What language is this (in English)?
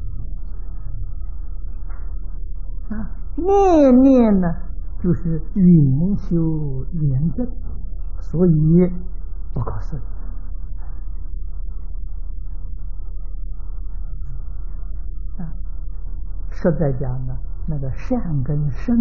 Chinese